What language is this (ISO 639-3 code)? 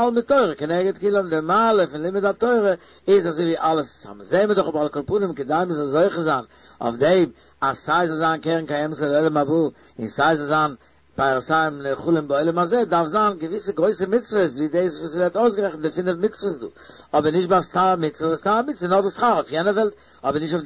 yid